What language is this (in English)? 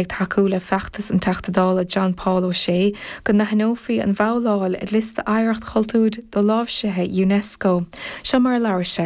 Irish